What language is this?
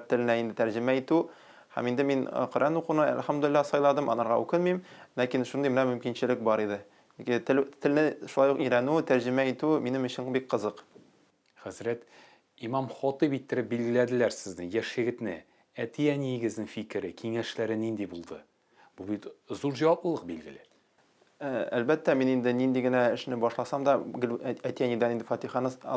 Tatar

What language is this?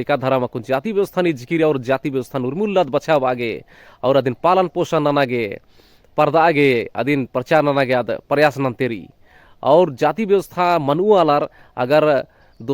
Kurukh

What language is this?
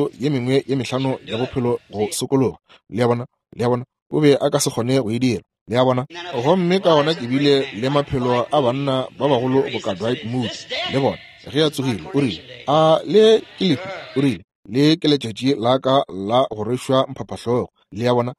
Northern Sotho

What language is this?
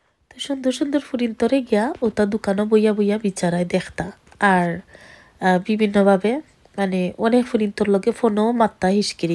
Sylheti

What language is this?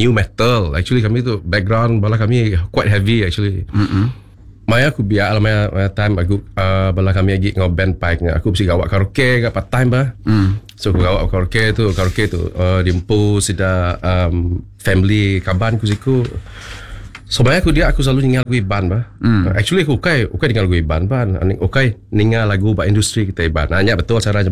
Iban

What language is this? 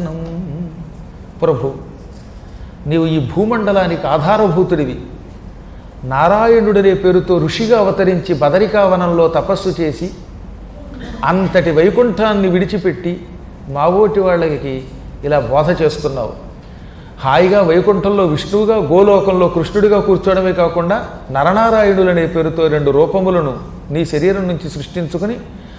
Telugu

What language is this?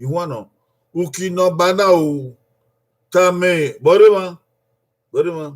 Bini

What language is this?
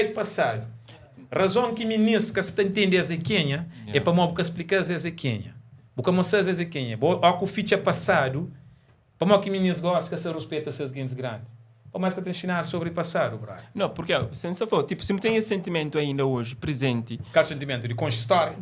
Kabuverdianu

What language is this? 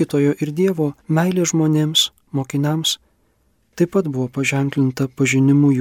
Lithuanian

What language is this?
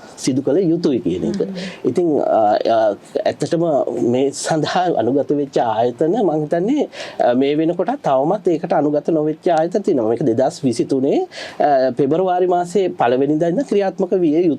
Sinhala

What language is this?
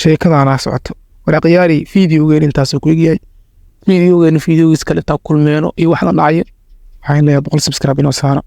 Somali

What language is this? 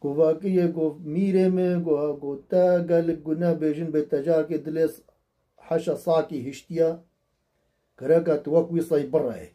Kurdish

